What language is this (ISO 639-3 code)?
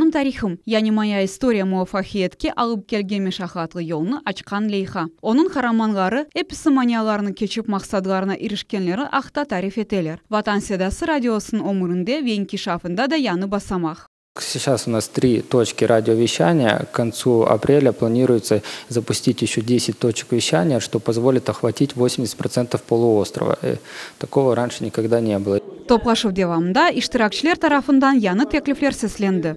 crh